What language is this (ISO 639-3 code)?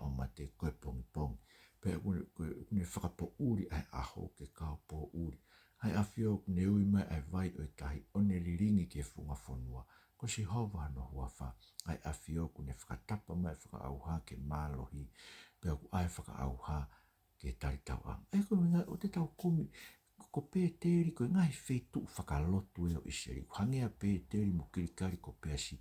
ton